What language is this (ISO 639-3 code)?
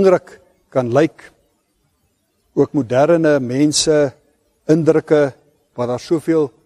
afr